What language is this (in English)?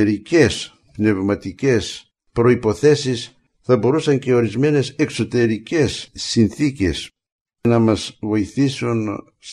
Greek